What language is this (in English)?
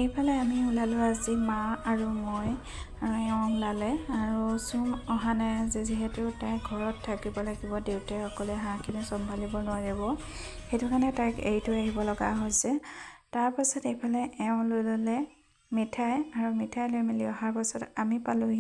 Assamese